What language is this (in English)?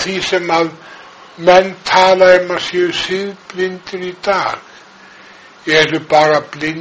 Icelandic